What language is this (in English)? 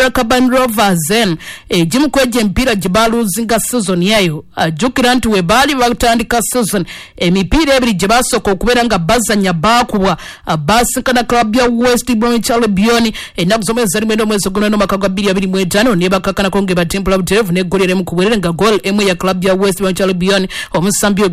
Ganda